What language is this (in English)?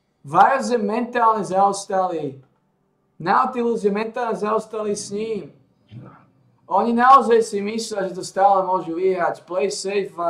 Slovak